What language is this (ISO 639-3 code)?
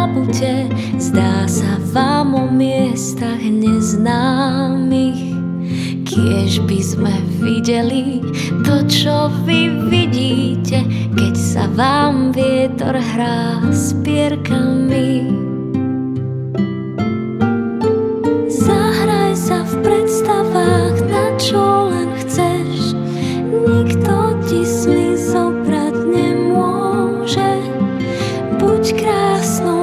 slk